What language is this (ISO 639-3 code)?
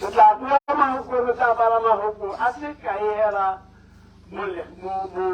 tsn